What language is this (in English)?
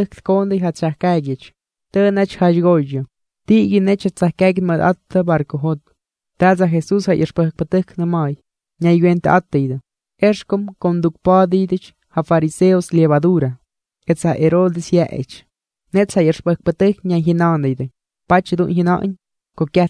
Albanian